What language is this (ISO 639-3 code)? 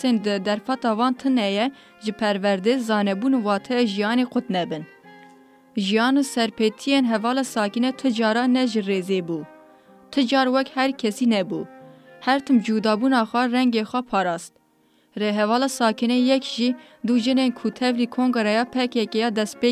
kur